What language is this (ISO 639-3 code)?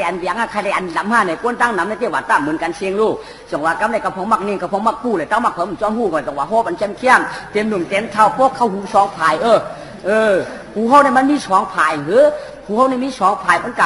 shn